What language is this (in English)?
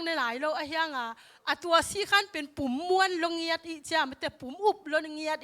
Tedim Chin